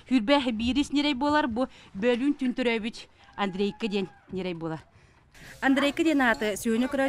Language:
Yakut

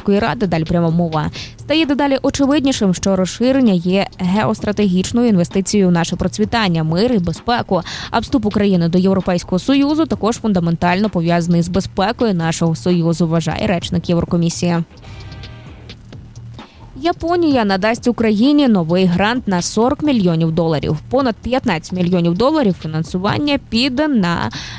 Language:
Ukrainian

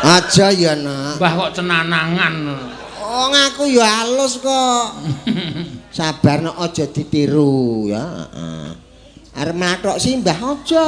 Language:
Javanese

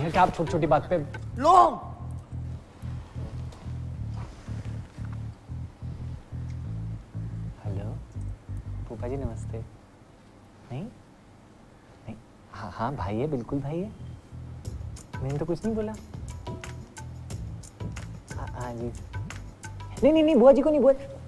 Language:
Hindi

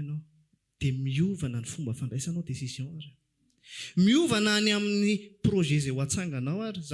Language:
Malagasy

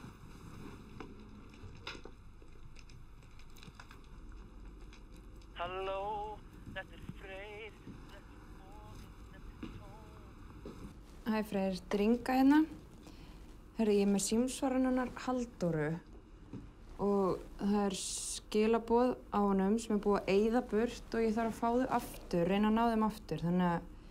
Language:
Icelandic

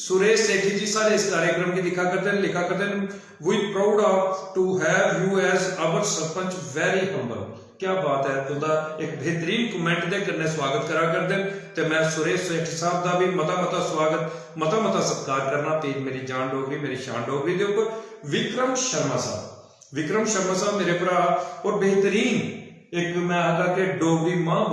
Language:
Dogri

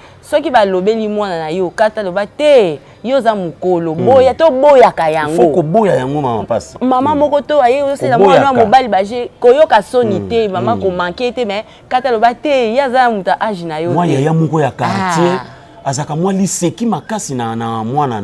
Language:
Lingala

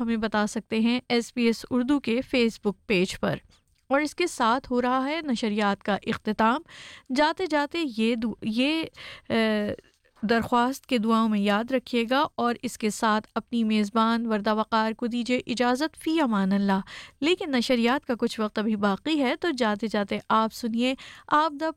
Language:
Urdu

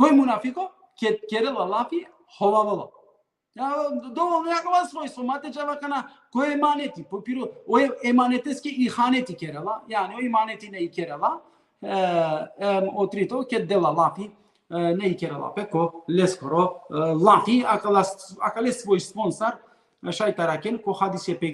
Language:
Balkan Romani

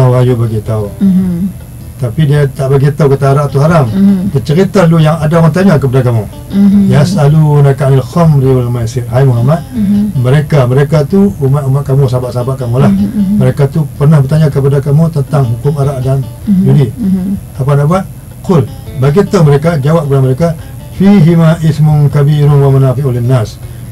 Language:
Malay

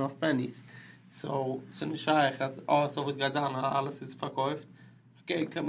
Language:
Yiddish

